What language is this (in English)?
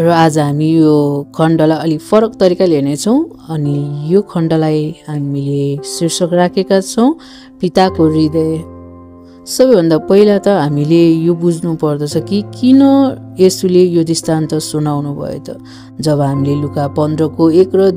Nepali